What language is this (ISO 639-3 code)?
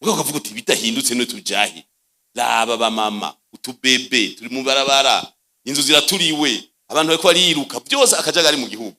run